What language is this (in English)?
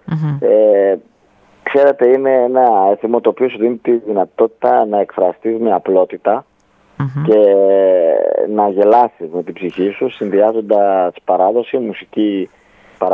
Greek